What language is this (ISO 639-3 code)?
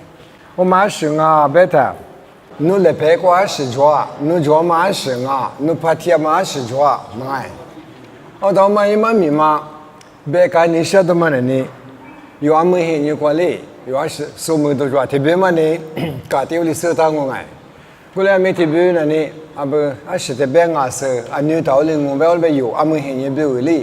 lis